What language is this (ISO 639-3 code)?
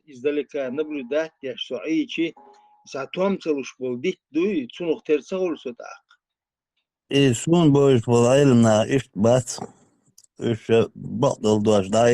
che